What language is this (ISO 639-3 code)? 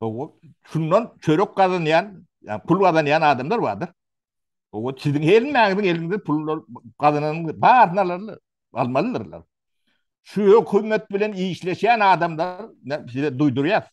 tuk